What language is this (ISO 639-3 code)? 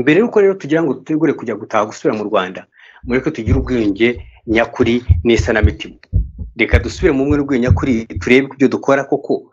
kin